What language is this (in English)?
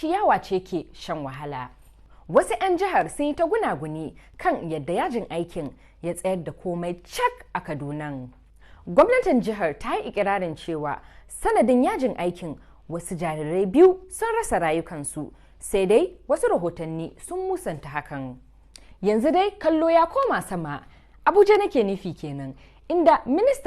Hausa